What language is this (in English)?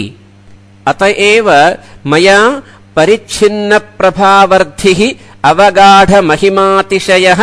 Sanskrit